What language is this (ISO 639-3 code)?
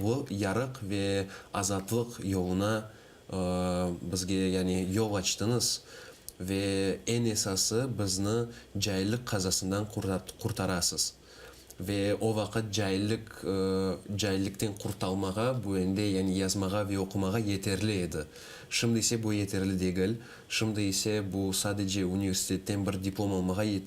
crh